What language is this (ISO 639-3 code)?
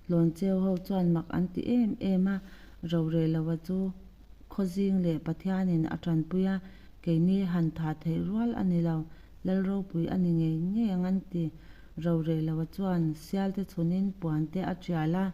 lus